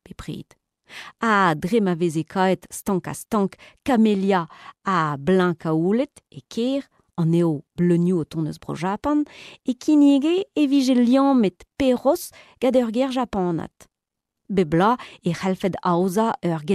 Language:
Breton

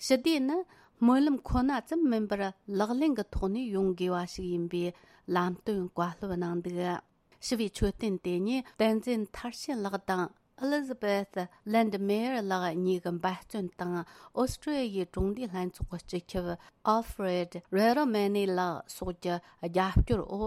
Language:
Tibetan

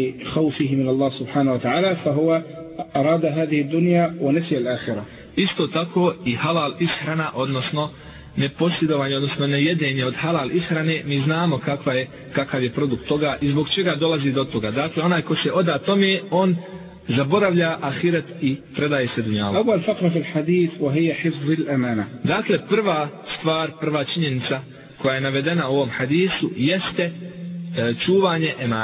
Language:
Bosnian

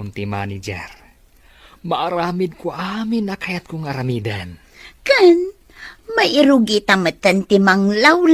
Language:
Iloko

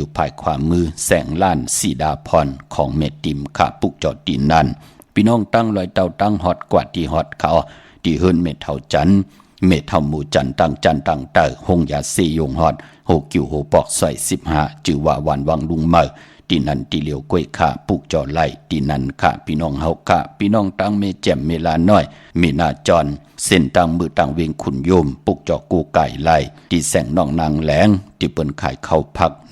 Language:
Shan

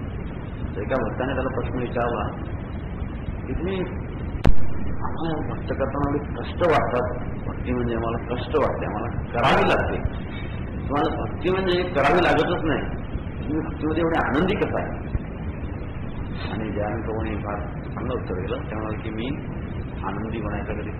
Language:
Marathi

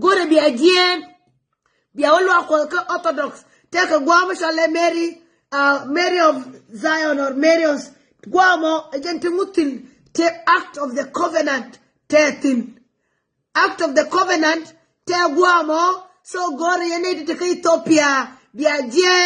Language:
Nuer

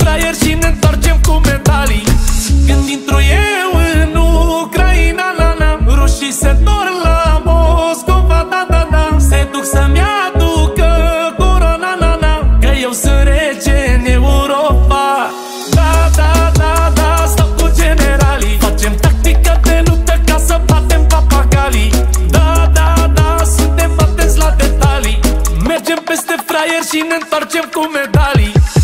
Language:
Romanian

